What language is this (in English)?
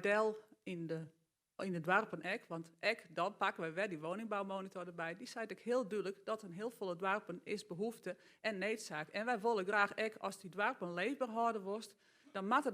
Western Frisian